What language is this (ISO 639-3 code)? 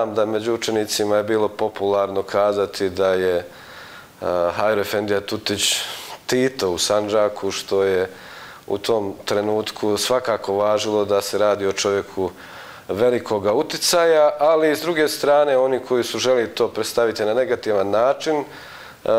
bos